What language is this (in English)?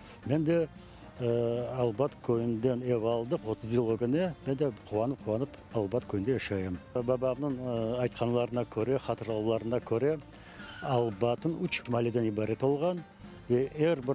Crimean Tatar